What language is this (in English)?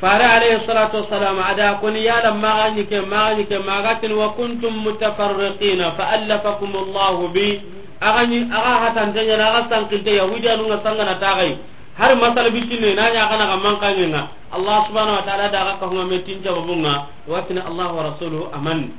Soninke